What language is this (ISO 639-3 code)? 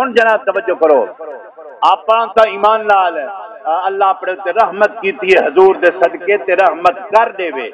skr